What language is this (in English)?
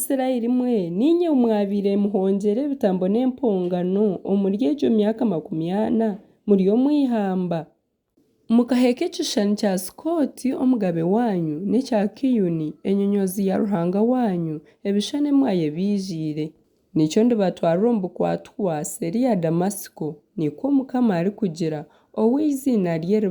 Nyankole